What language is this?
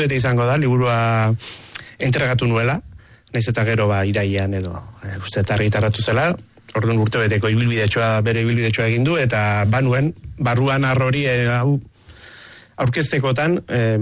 Basque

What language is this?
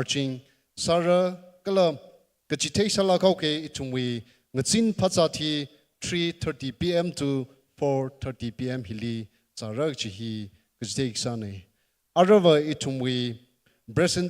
Tangkhul Naga (India)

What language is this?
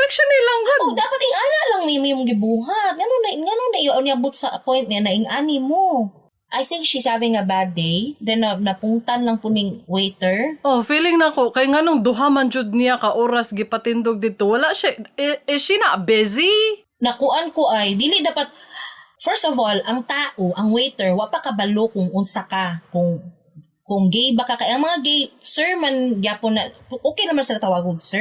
Cebuano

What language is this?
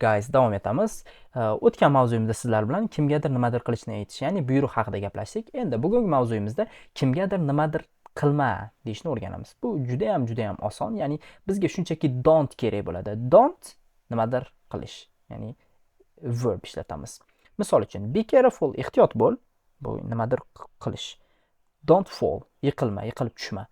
Uzbek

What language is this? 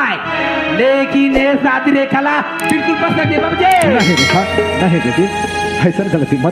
Chhattisgarhi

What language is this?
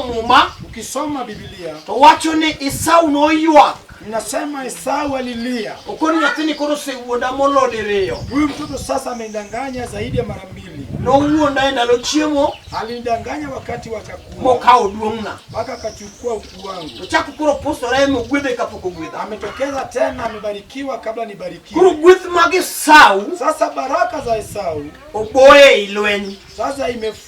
Luo (Kenya and Tanzania)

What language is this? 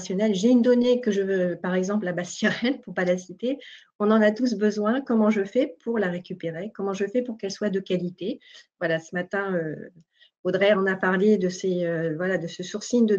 French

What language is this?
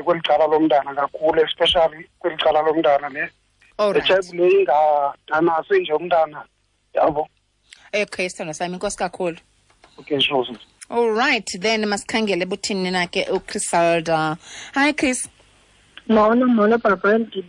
Xhosa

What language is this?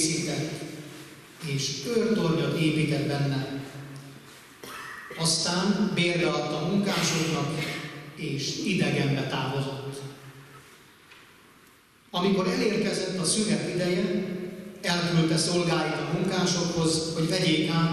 Hungarian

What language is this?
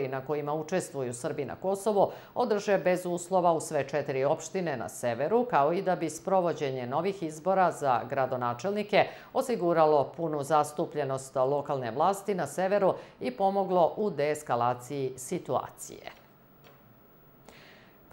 Serbian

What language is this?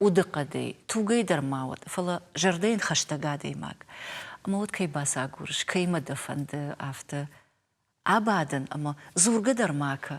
Ossetic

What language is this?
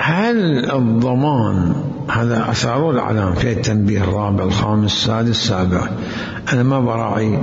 Mesopotamian Arabic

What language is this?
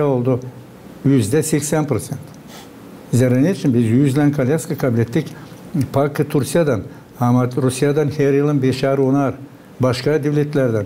Gagauz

